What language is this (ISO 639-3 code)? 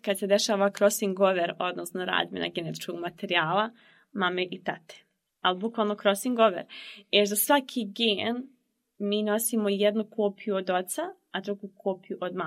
bos